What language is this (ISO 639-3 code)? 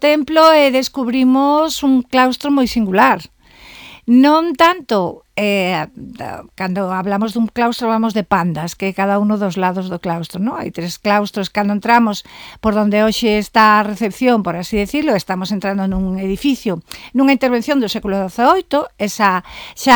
glg